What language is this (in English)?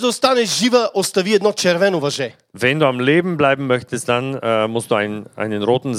Bulgarian